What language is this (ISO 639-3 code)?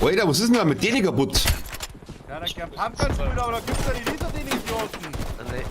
bar